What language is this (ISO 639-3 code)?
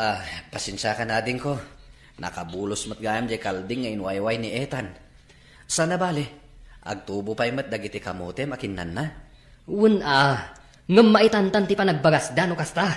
ilo